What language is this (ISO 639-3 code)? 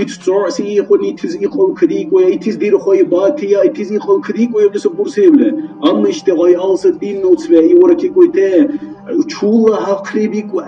dar